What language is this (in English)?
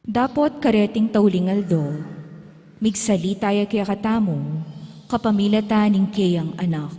Pampanga